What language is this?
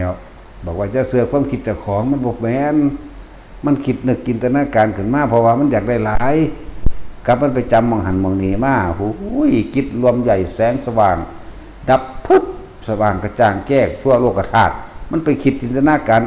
Northeastern Thai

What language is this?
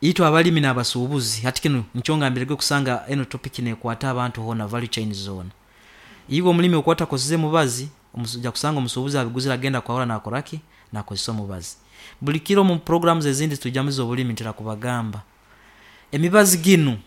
Nyoro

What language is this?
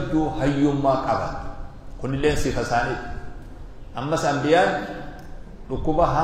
Oromo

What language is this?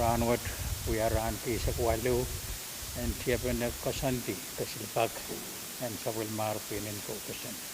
Pohnpeian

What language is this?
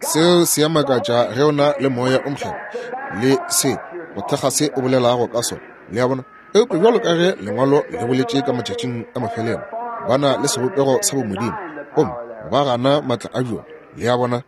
Northern Sotho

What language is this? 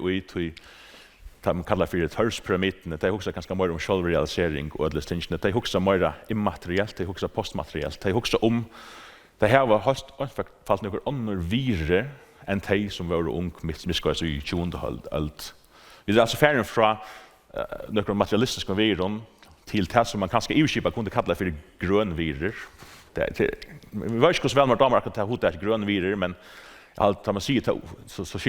Faroese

